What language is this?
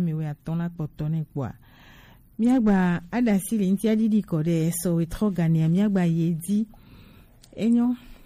Gen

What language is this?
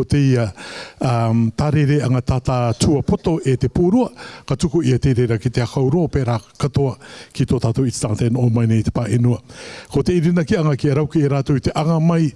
Rarotongan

